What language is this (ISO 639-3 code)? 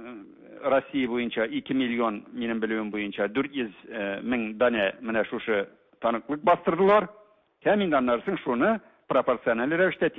tat